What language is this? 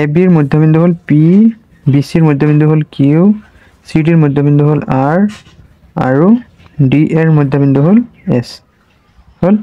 Assamese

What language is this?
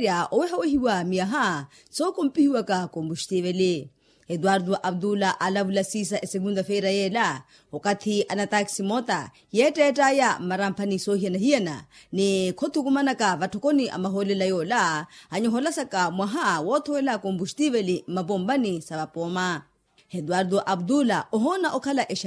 Makhuwa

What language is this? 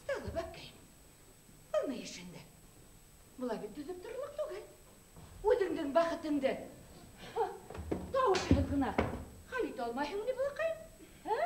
Bashkir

